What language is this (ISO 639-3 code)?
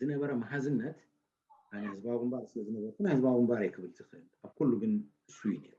tir